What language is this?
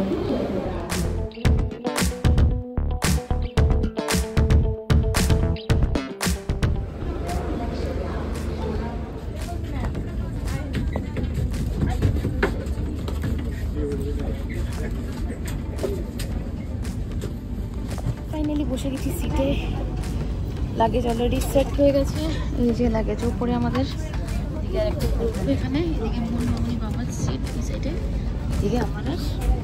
Bangla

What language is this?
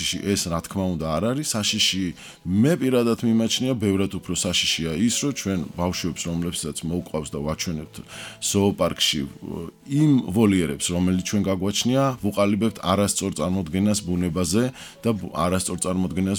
Georgian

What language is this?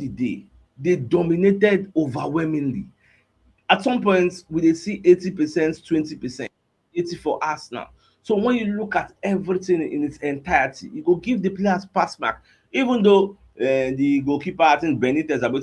Nigerian Pidgin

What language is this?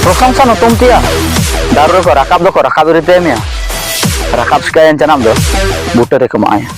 Ho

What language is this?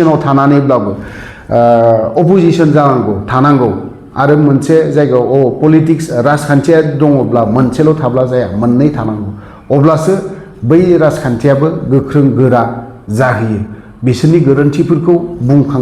Bodo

